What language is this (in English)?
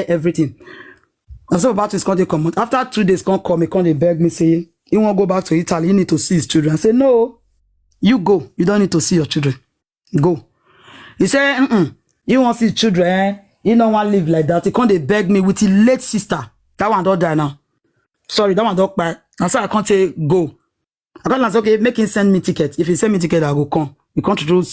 Nigerian Pidgin